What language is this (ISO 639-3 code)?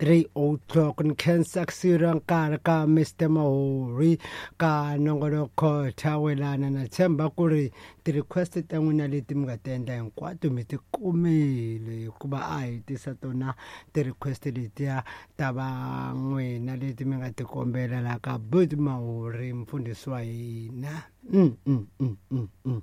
tso